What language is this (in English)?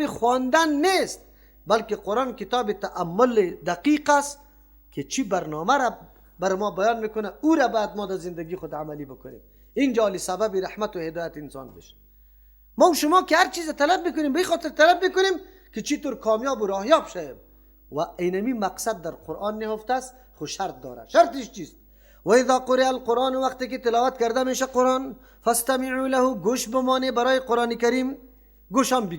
Persian